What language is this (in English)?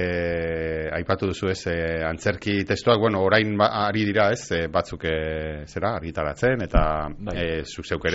Basque